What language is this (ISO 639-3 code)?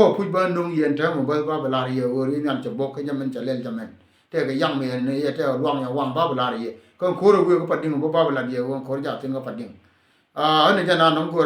nus